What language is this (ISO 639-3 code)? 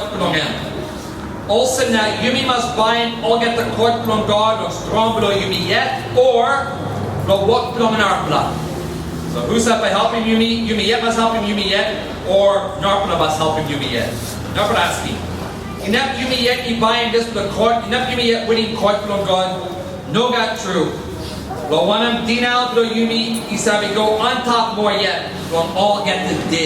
tpi